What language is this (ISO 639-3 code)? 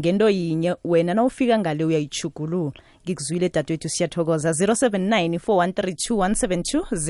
nbl